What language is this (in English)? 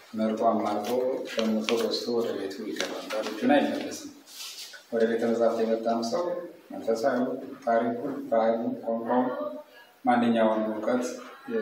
Amharic